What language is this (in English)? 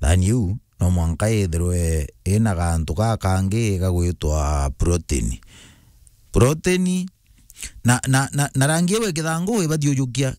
Meru